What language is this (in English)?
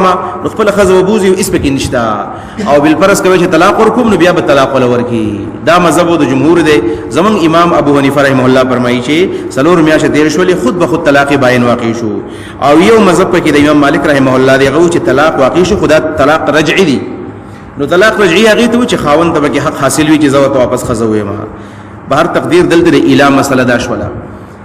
Pashto